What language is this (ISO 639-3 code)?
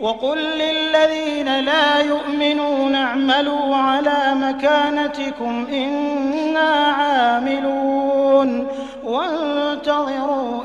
ara